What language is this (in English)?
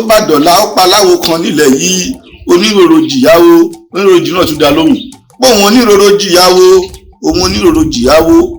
Yoruba